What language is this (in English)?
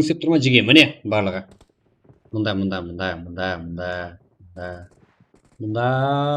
Kara-Kalpak